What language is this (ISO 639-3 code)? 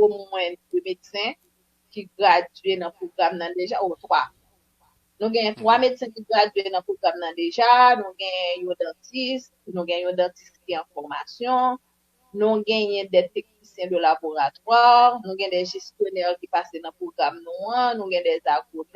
hat